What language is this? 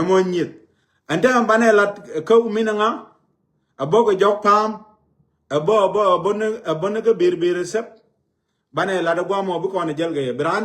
Nuer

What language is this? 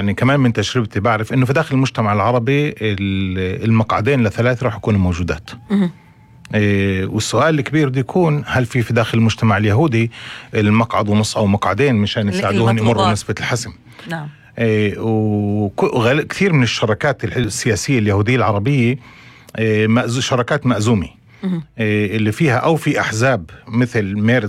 North Levantine Arabic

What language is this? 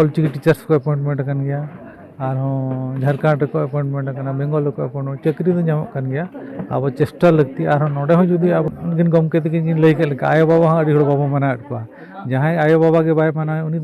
Santali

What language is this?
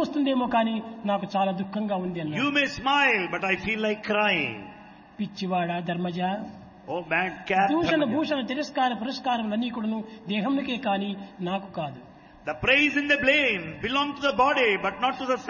Telugu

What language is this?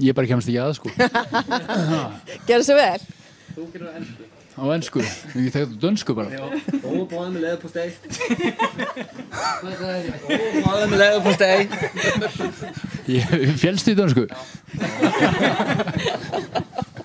Icelandic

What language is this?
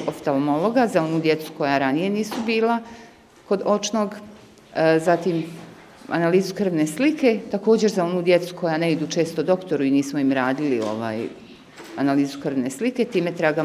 Bosnian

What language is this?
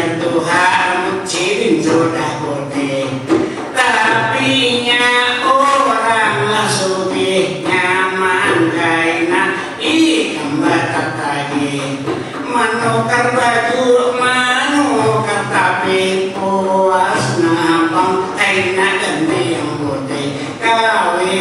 Banjar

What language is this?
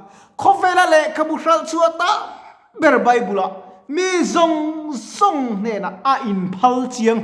Mizo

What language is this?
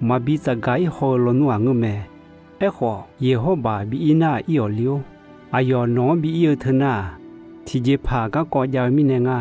Akha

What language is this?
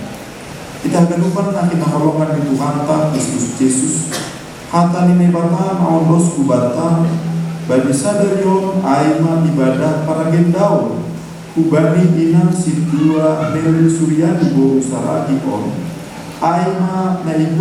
Batak Simalungun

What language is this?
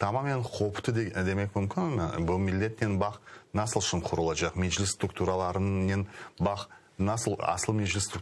Crimean Tatar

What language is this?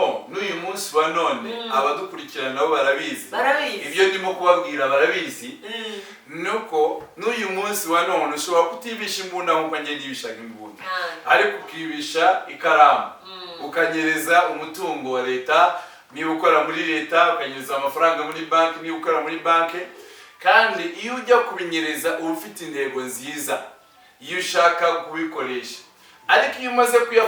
Kinyarwanda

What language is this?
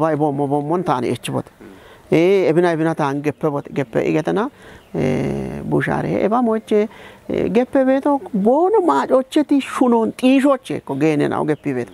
Kafa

